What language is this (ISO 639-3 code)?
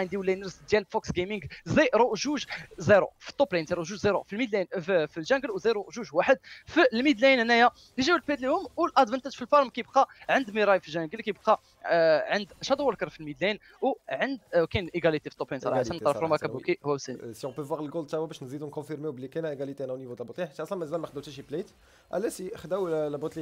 ary